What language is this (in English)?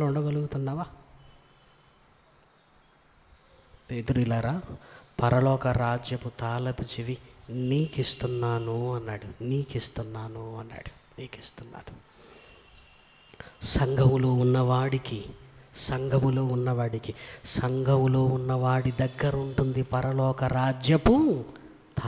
Telugu